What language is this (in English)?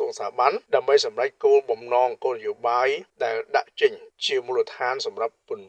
Khmer